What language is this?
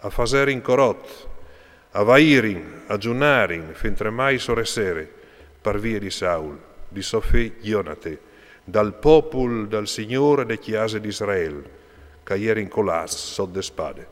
Friulian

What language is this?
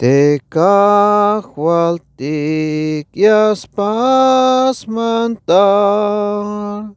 Tzeltal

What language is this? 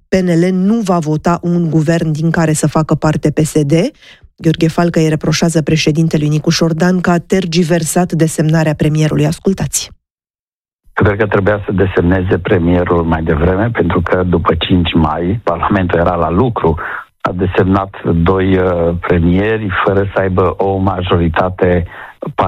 Romanian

